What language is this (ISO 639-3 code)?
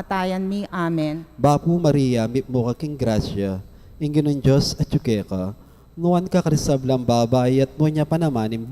pam